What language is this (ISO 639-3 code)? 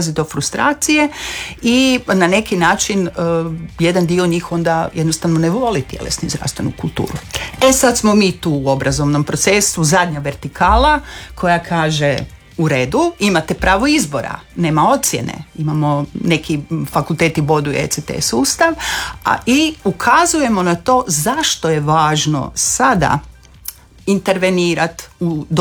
hrv